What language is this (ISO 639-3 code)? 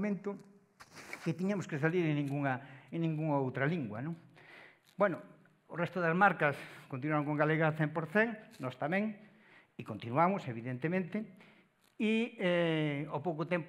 glg